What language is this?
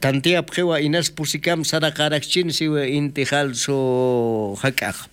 Aymara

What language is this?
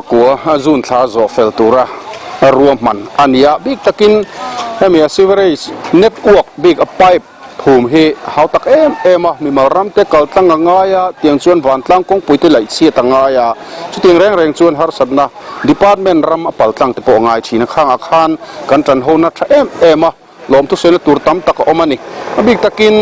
Mizo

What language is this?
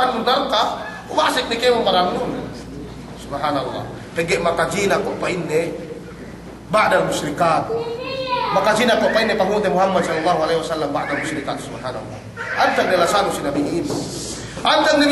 Yakan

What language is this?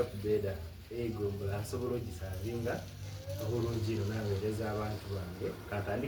Soga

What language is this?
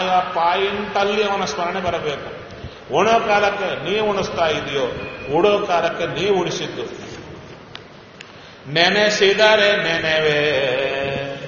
Kannada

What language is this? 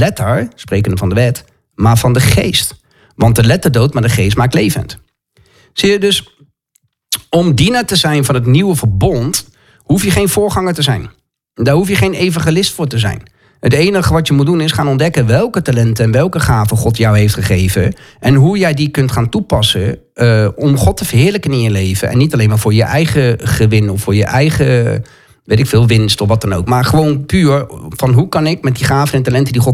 Dutch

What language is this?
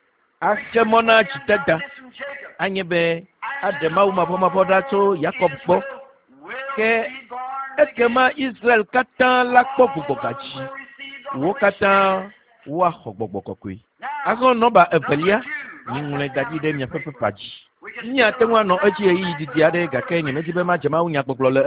Ewe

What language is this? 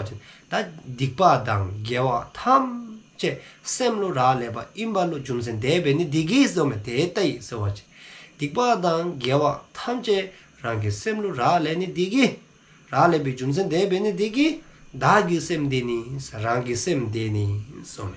Dzongkha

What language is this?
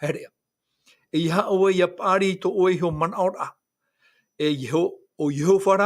Tahitian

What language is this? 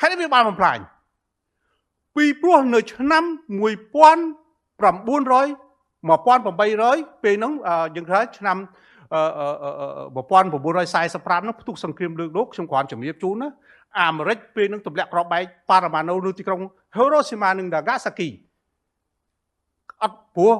Khmer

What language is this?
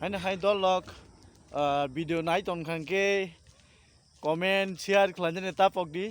Kok Borok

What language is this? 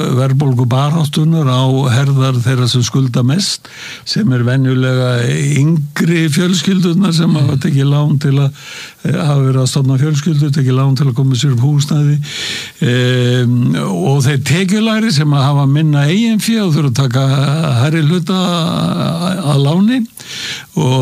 Icelandic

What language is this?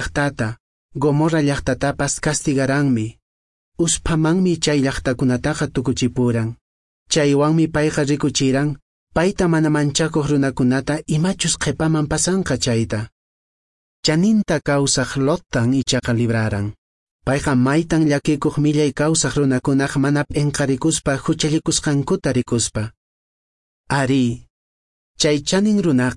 Quechua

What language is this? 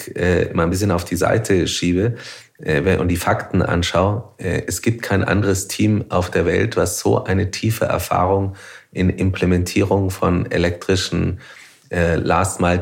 German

